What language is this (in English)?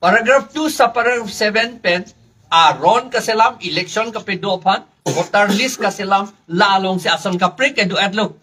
Karbi